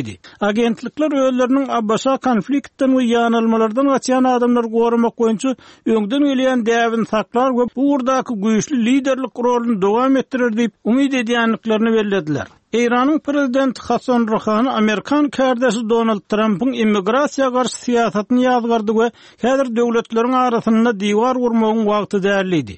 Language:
Turkmen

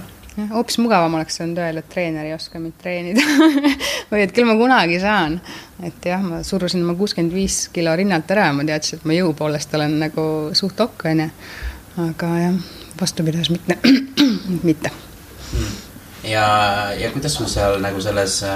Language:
Estonian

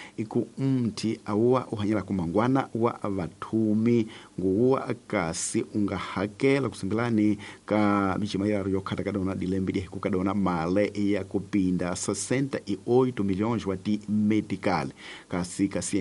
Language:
Tsonga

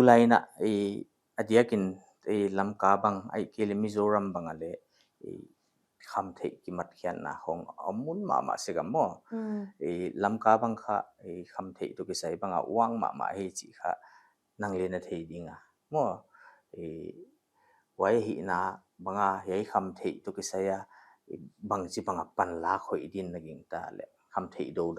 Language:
Paite Chin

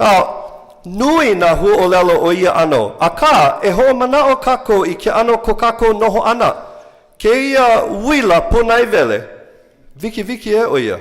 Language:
Hawaiian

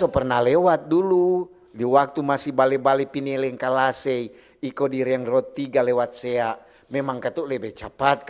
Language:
Manado Malay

